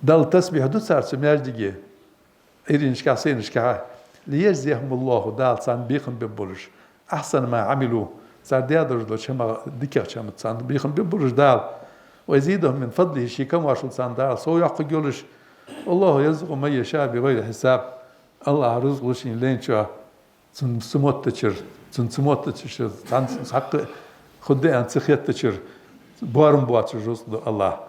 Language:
Ingush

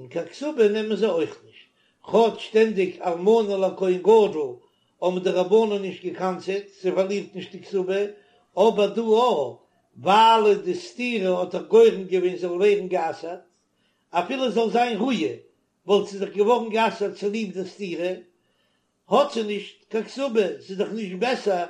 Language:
Yiddish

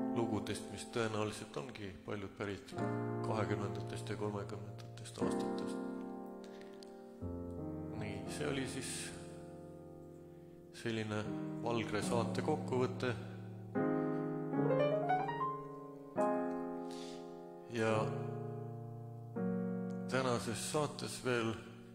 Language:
Estonian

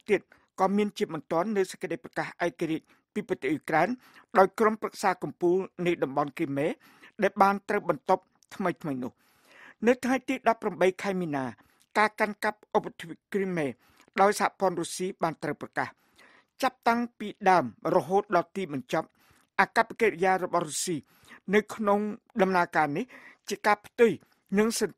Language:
Khmer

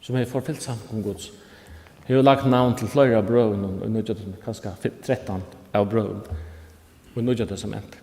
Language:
Faroese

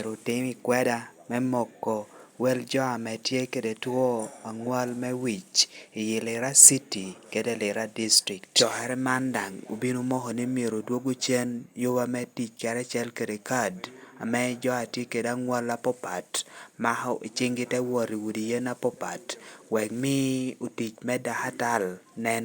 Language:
Lango (Uganda)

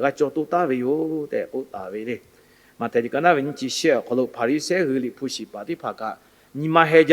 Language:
Lahu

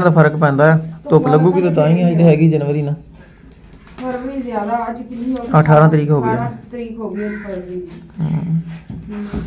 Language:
Punjabi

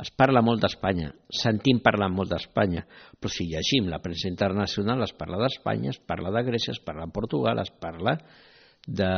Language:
Catalan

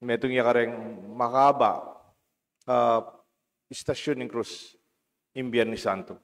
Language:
Pampanga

